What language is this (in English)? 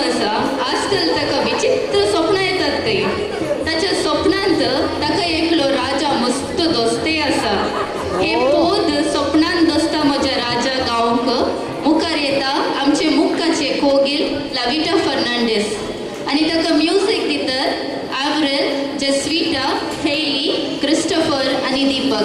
Konkani